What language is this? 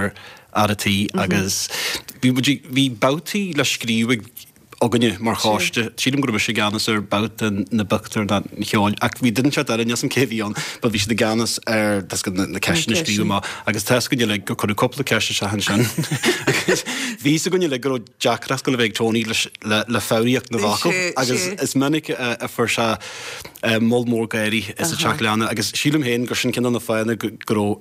Irish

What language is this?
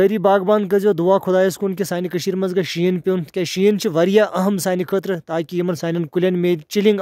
Kashmiri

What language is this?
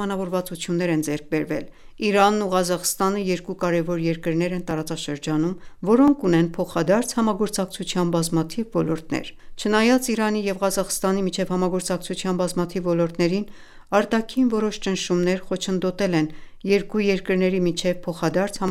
Armenian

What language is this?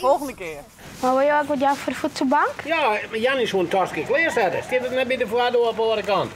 Western Frisian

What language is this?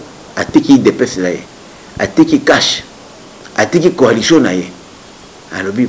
Lingala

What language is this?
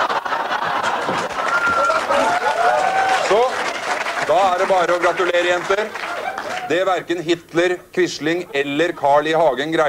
Norwegian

